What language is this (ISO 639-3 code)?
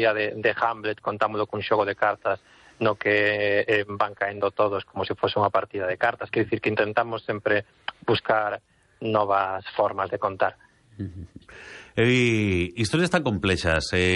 glg